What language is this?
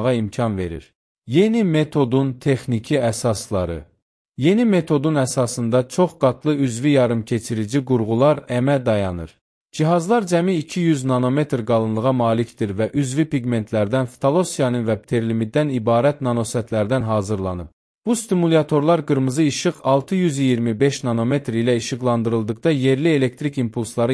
Azerbaijani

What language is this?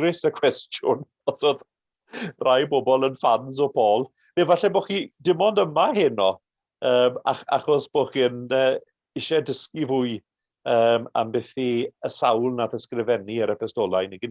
Welsh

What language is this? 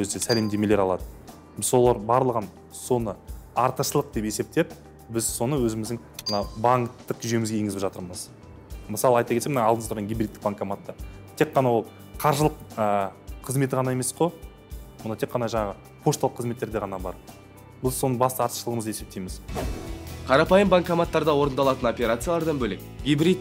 Kazakh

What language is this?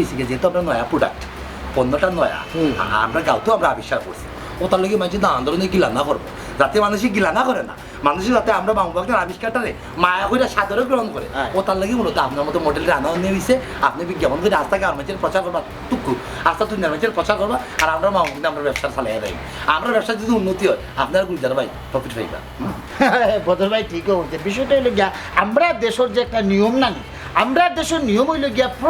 Sylheti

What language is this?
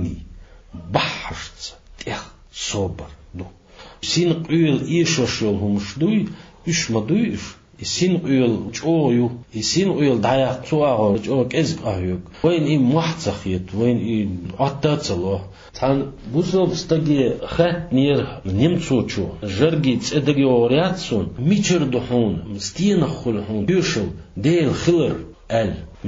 Chechen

